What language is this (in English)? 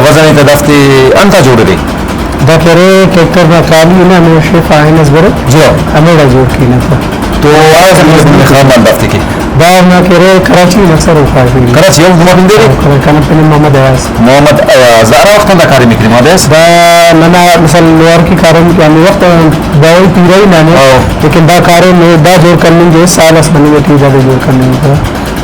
Brahui